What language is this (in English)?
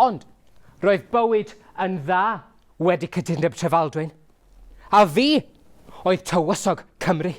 Welsh